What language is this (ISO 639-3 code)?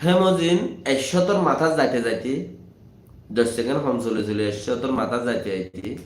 rhg